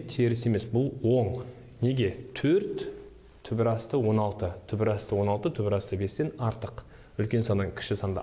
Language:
Kazakh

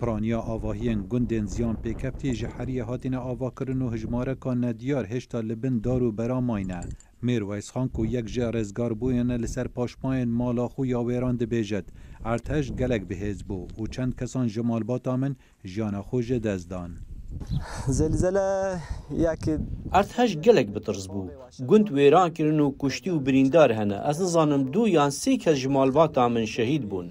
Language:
Kurdish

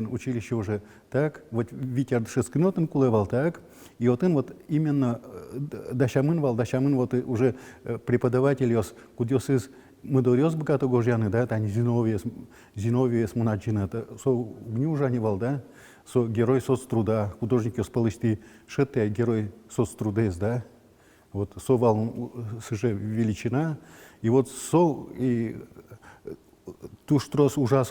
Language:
Udmurt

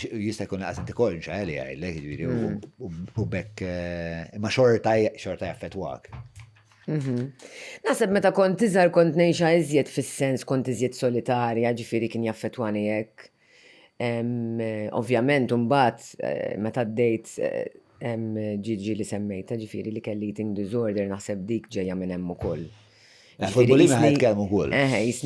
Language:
Maltese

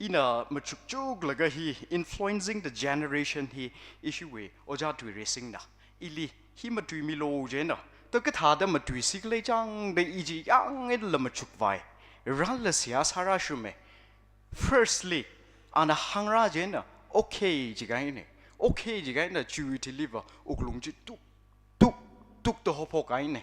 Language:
Tangkhul Naga (India)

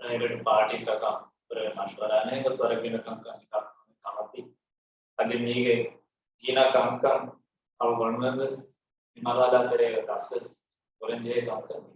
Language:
Divehi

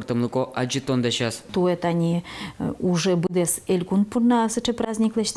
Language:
Udmurt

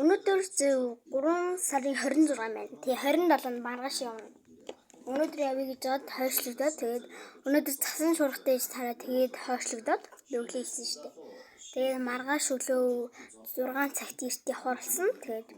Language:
Mongolian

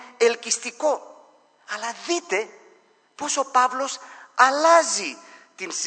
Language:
Greek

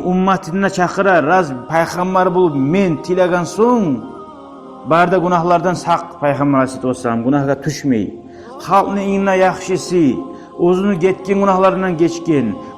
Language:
Kumyk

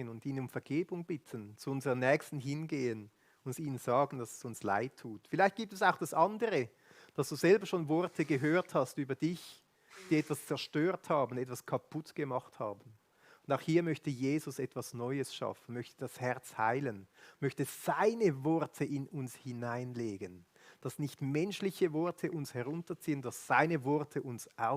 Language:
Swiss German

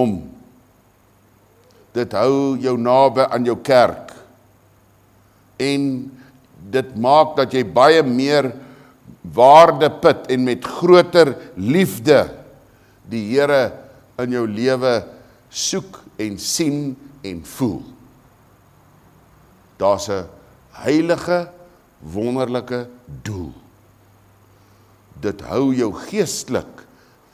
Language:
Afrikaans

